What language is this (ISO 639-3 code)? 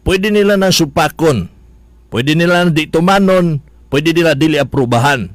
ceb